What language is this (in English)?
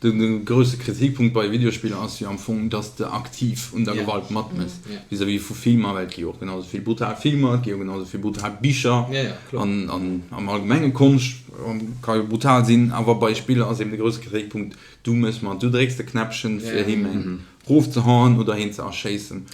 Luxembourgish